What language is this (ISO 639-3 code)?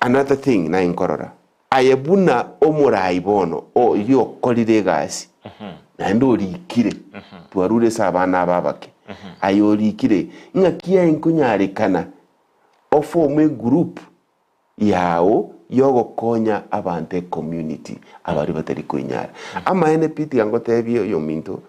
guz